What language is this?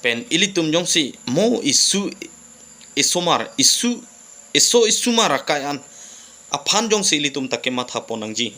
Karbi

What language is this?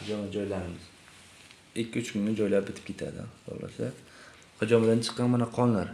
Uzbek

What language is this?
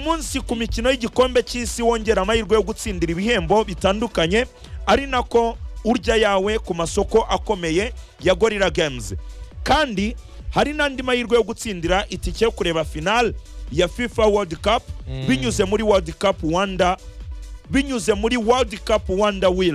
Kinyarwanda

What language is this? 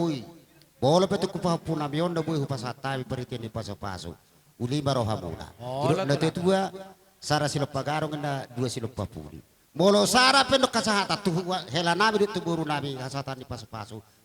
Batak Toba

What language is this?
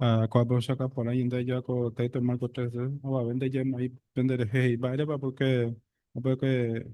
Guarani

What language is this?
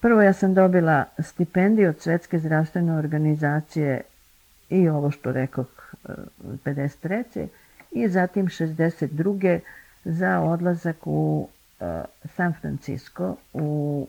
Serbian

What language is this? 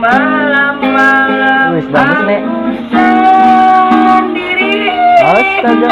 Banjar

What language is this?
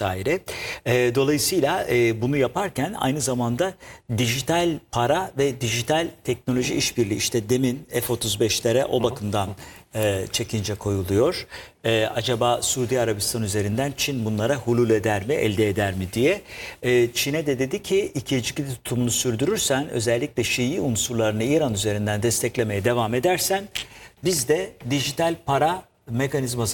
Turkish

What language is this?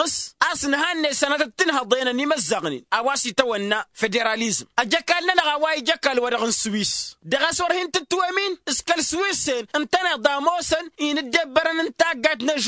Tamasheq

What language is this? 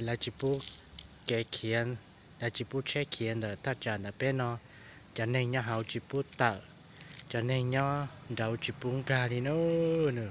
Hmong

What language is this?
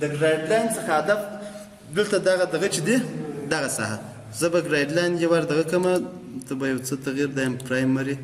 Pashto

